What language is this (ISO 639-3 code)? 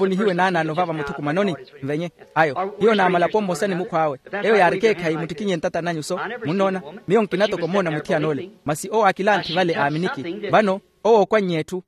vmw